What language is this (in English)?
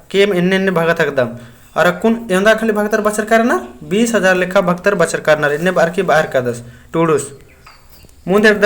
Kurukh